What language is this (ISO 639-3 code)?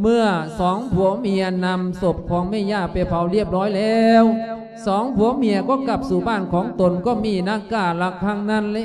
lao